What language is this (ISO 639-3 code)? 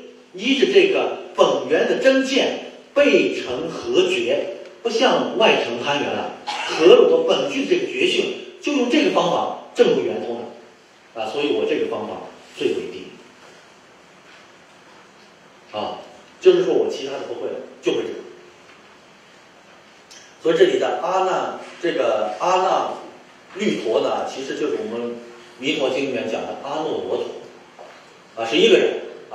zho